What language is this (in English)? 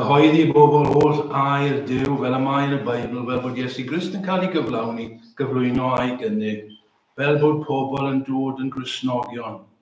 Welsh